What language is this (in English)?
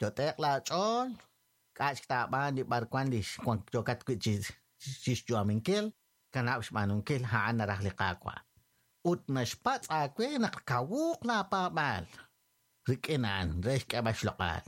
Kekchí